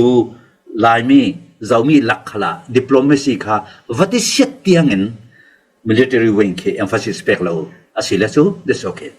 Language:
Falam Chin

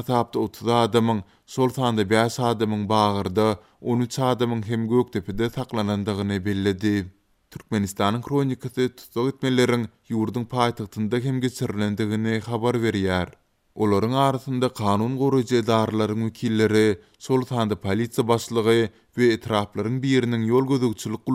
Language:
Turkmen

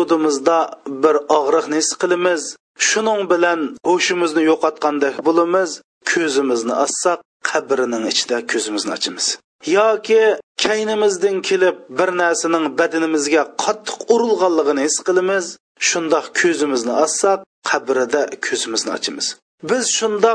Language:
Uyghur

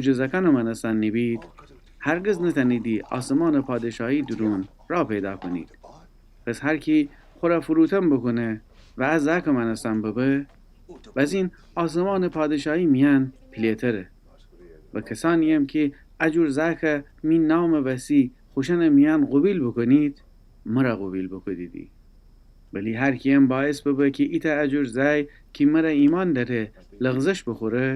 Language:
Gilaki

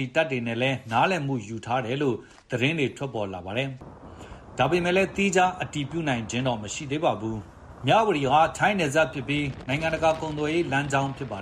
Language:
Burmese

